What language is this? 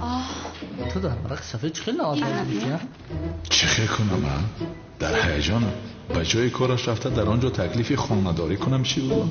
Tajik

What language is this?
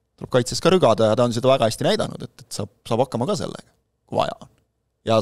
Estonian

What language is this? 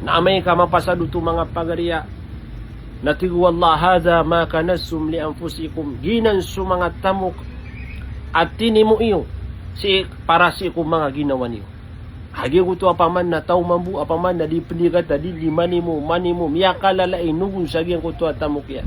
Maranao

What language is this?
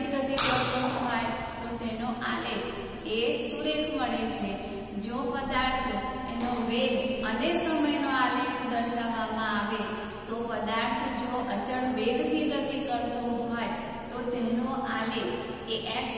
Gujarati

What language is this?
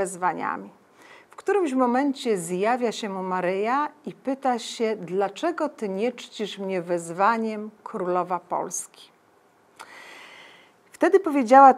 Polish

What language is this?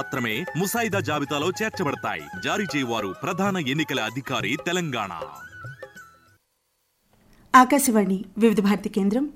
Telugu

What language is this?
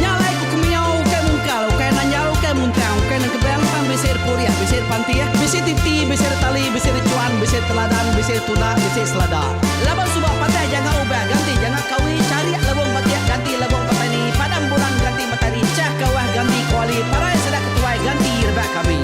Iban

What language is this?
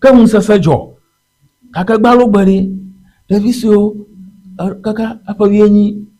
Ewe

